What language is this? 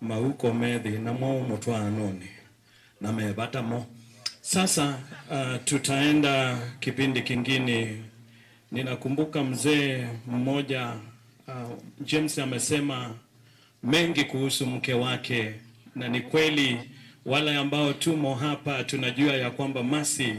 Kamba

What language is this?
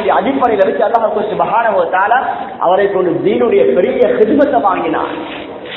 Tamil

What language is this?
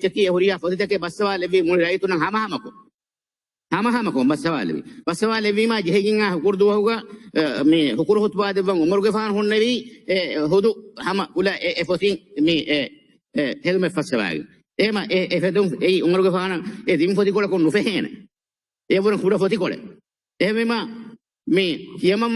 Divehi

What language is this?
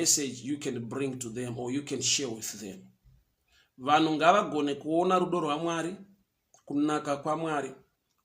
Shona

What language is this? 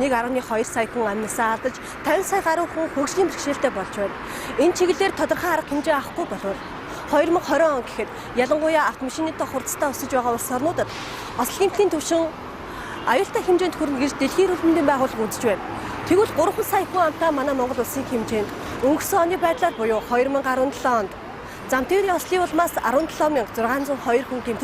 Mongolian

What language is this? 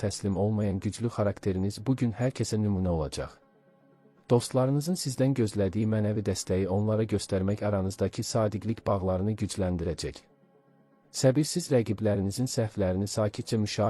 Azerbaijani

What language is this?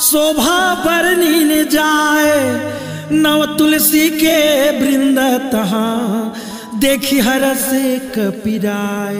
Chhattisgarhi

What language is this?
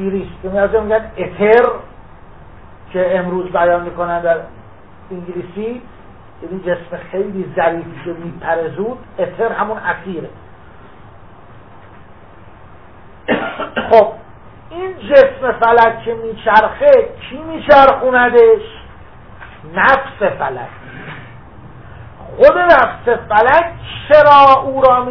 Persian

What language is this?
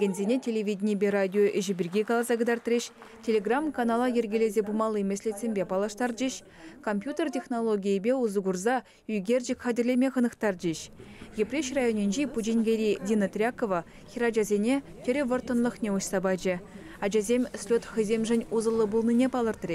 Chuvash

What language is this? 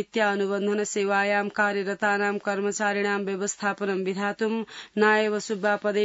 Sanskrit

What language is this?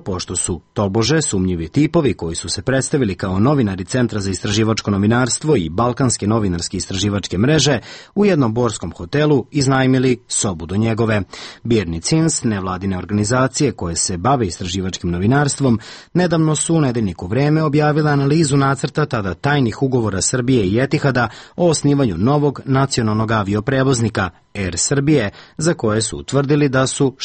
Serbian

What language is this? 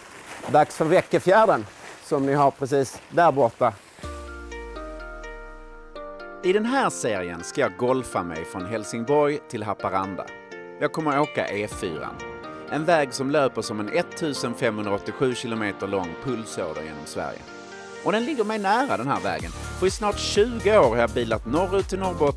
Swedish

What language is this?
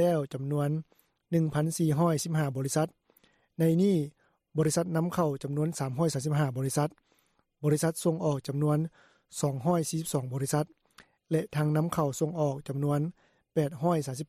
Lao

